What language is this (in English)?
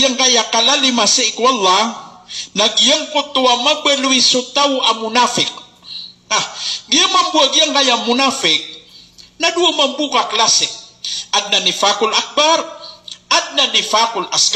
Maranao